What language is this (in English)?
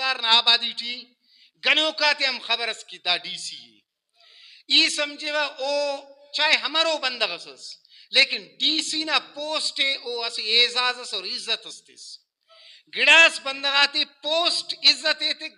Brahui